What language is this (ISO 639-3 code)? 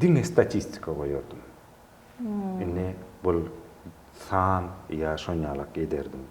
tuk